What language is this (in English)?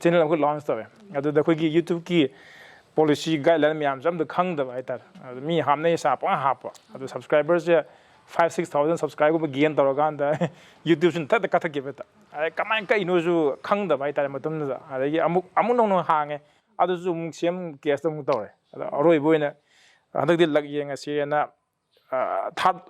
Manipuri